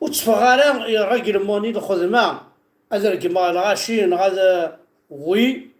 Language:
Kabyle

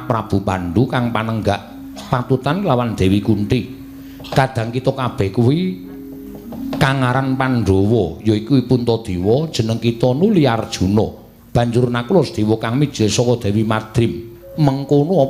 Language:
Javanese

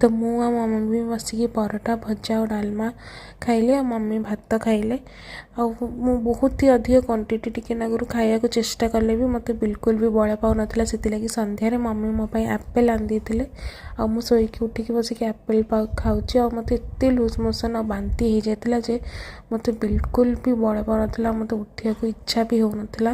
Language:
Odia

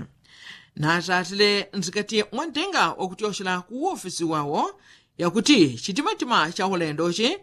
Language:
Yao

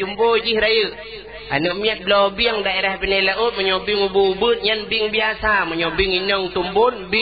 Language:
Achinese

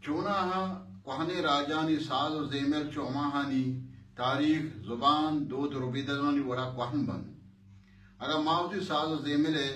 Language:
Baluchi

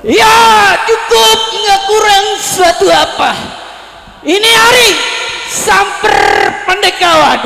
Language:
Betawi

